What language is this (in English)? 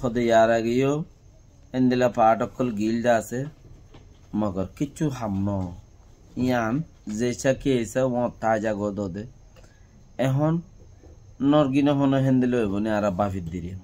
Rohingya